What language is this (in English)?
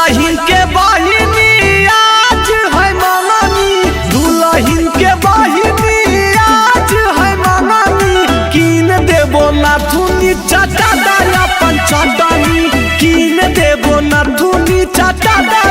Magahi